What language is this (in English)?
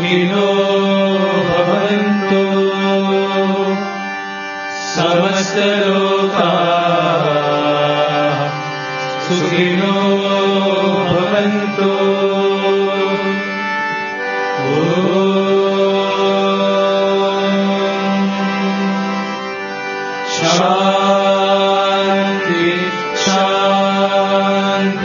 Telugu